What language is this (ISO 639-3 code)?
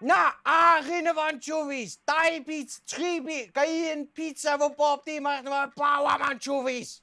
cym